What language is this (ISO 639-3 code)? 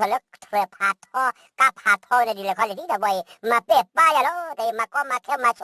ksw